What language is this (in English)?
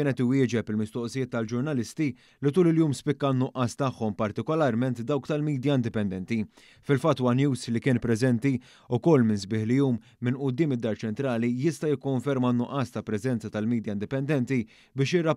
Maltese